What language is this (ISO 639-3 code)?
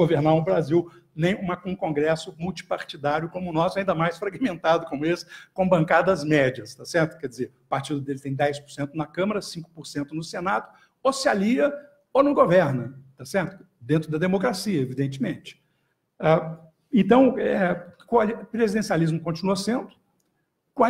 por